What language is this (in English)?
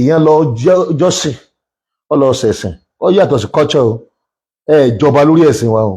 Yoruba